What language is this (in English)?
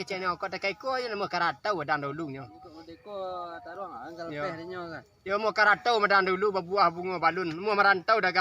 Minangkabau